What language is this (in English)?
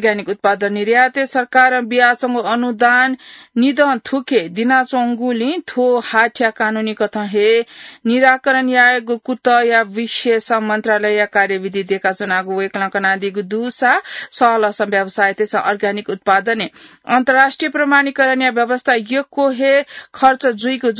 Newari